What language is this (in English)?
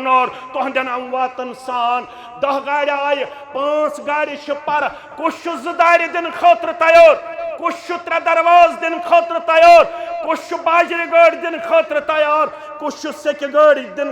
Kashmiri